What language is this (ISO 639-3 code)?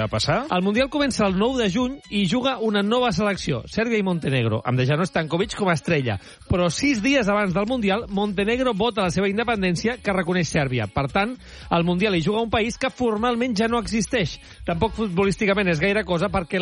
cat